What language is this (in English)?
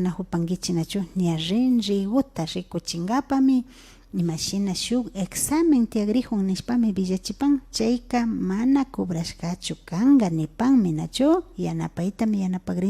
Imbabura Highland Quichua